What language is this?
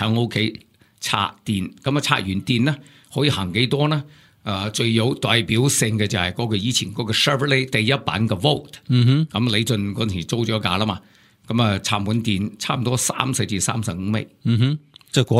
Cantonese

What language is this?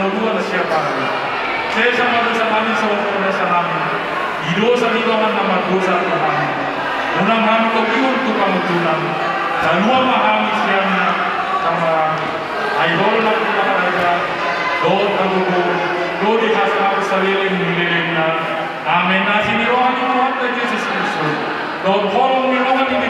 Batak Toba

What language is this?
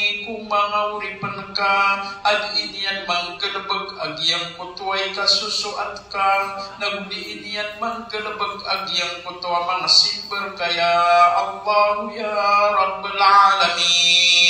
Maranao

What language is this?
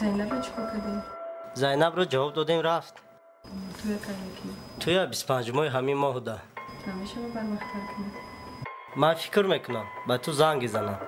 Tajik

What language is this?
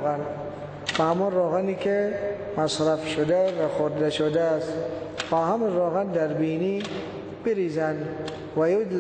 Persian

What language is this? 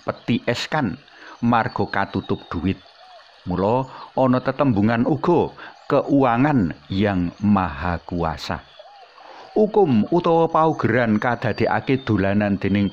Javanese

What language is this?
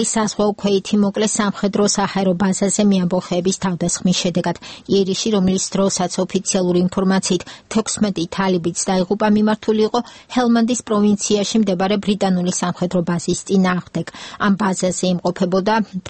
Georgian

